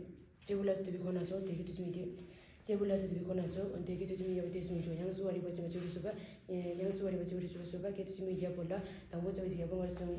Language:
Tibetan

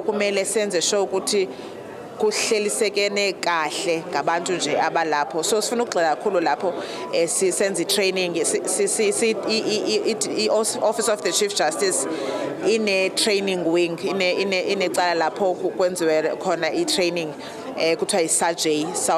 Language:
Zulu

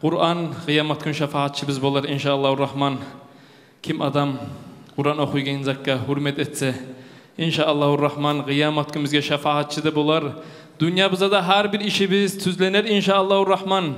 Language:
Kumyk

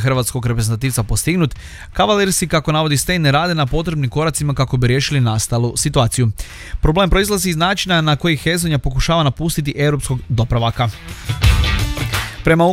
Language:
Croatian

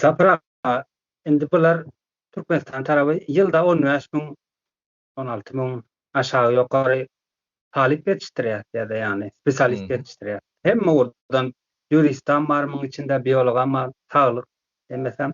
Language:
Turkmen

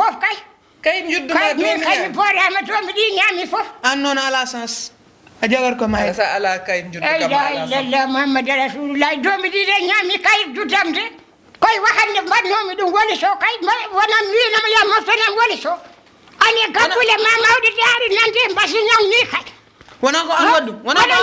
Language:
Fula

